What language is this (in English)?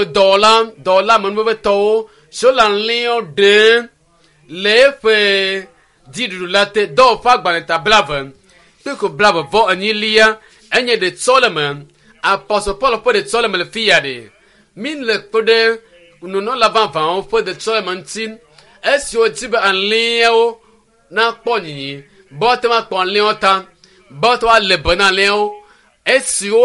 Ewe